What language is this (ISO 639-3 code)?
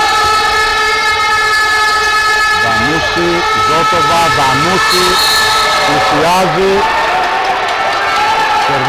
ell